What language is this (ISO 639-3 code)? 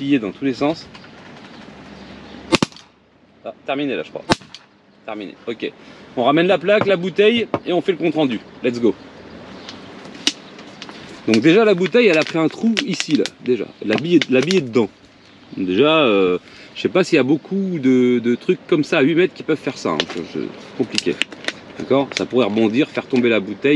fra